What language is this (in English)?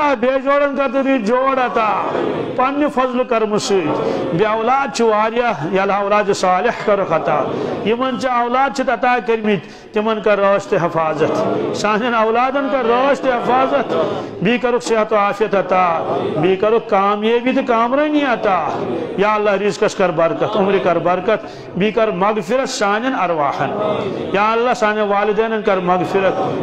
Kashmiri